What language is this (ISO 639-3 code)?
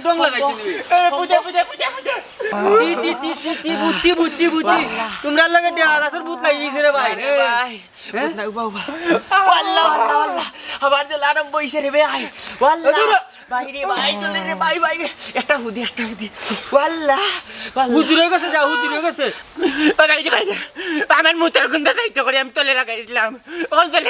syl